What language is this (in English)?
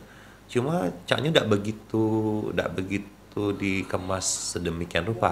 Musi